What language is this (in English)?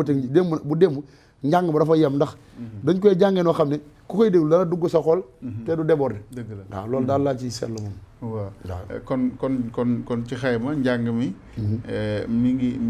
Wolof